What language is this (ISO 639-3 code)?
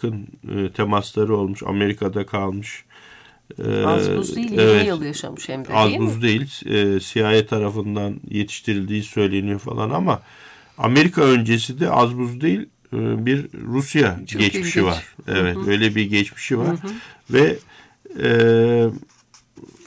tur